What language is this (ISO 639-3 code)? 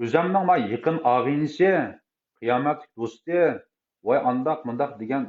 uig